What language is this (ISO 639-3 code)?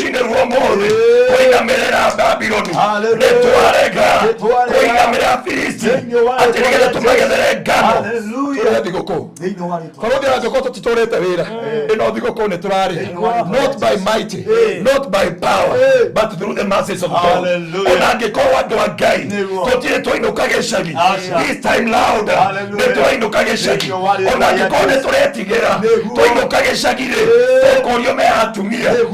kik